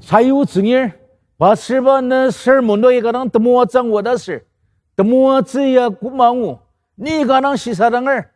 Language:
Ao Naga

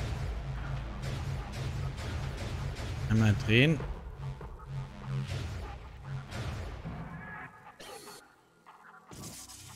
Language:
German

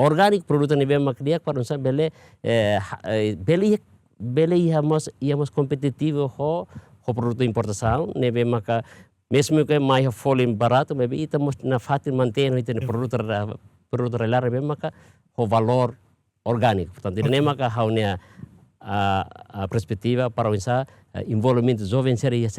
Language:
Tetum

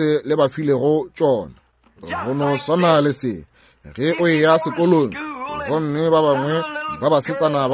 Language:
Northern Sotho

